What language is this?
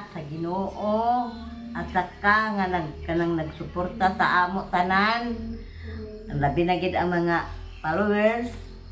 Cebuano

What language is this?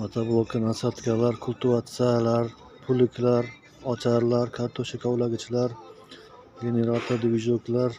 Uzbek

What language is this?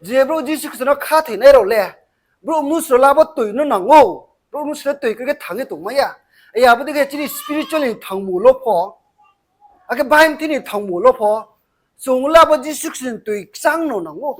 Riang (India)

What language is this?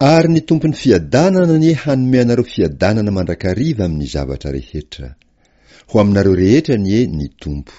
Malagasy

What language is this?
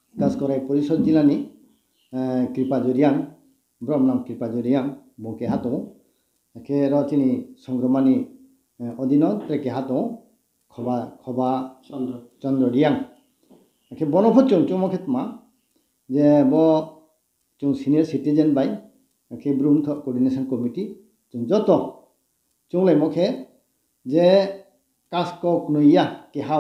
Riang (India)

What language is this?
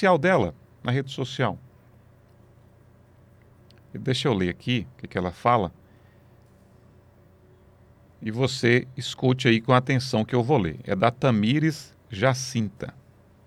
Portuguese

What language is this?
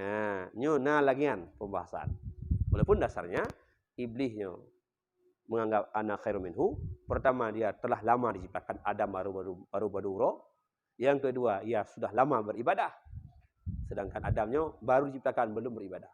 Achinese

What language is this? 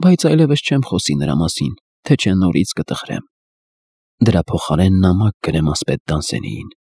Armenian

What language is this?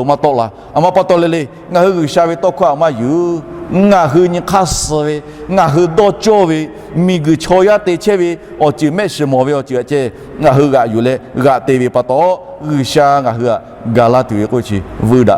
Lahu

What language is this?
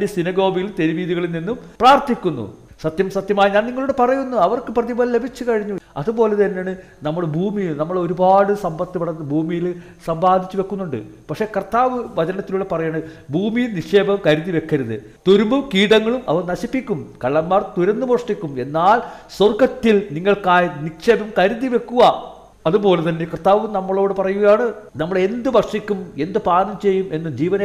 Malayalam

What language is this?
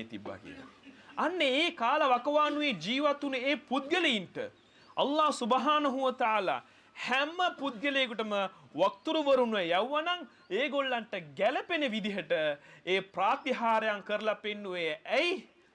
Sinhala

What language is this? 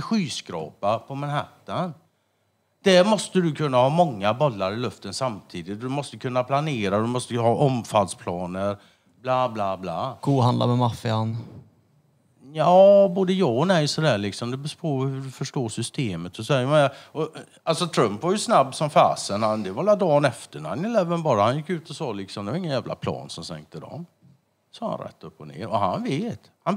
Swedish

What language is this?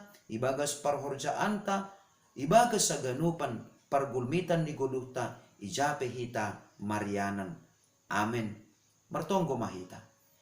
Batak Simalungun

